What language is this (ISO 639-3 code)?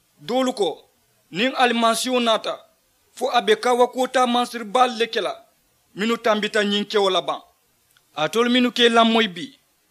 man